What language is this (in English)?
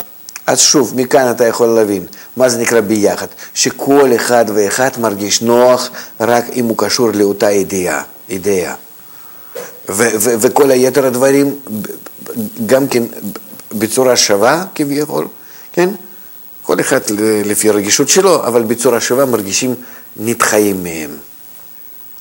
Hebrew